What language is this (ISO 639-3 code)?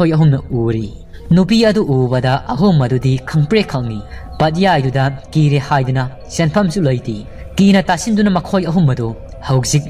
mni